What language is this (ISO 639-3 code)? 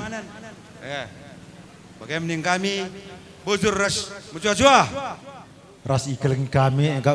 btx